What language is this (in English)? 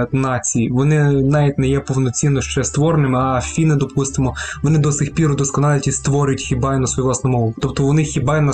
Ukrainian